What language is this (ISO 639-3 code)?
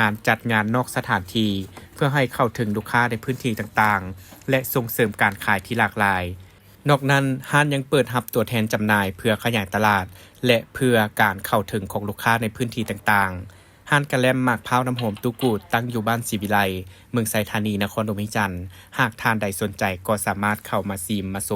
lao